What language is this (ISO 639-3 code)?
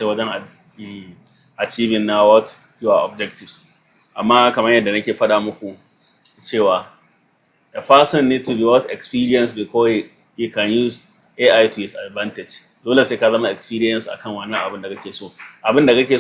hau